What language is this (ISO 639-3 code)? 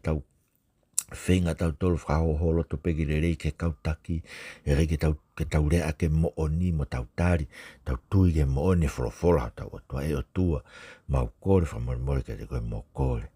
ton